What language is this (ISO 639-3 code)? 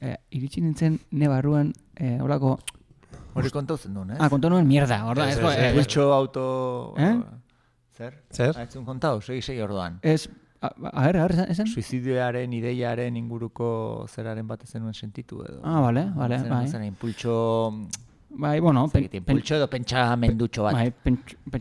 eus